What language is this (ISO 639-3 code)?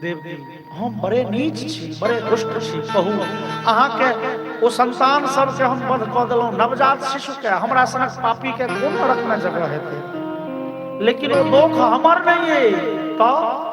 mai